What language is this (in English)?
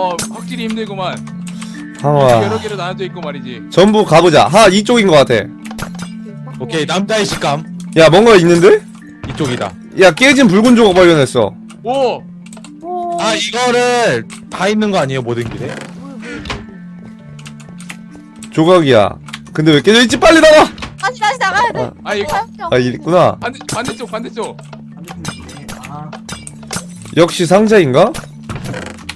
Korean